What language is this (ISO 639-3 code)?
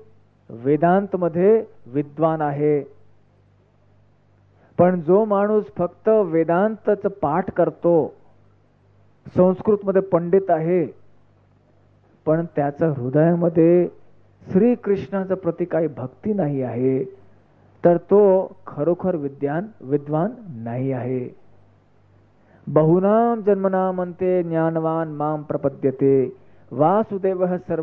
mar